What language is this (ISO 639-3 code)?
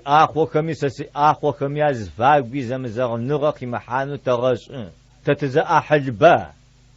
ady